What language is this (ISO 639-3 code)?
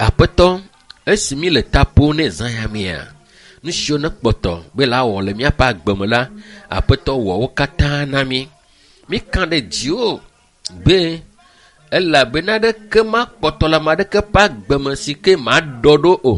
ewe